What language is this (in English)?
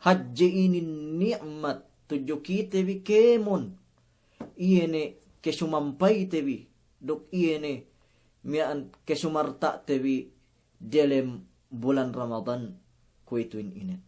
Yakan